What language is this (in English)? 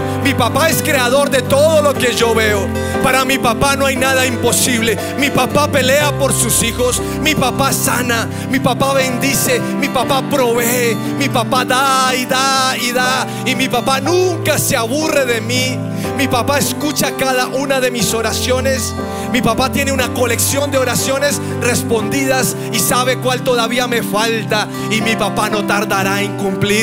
Spanish